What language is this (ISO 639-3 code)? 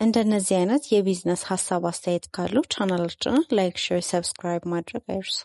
amh